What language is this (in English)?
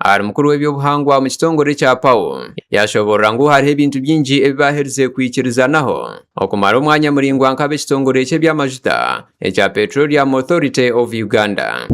Nyankole